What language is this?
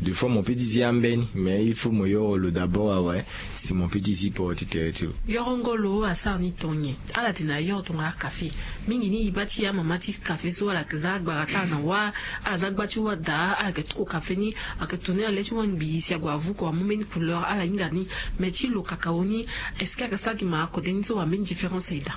Sango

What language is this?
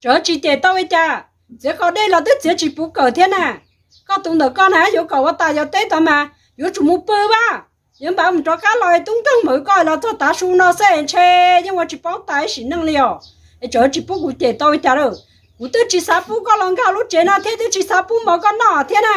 Hmong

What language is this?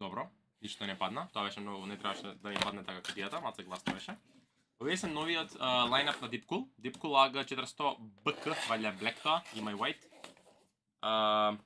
Macedonian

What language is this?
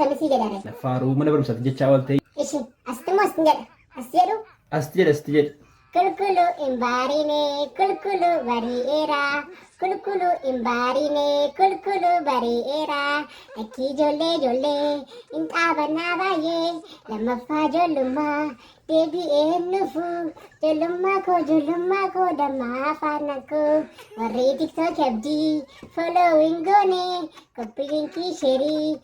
Oromo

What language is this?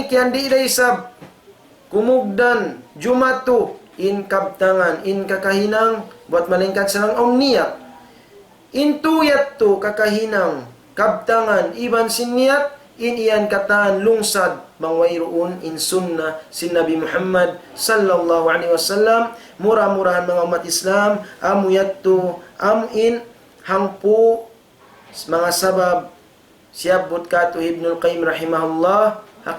Tausug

